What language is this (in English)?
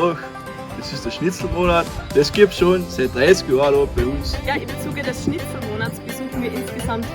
Bavarian